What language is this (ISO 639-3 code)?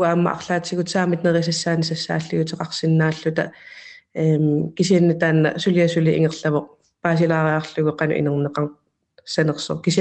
kal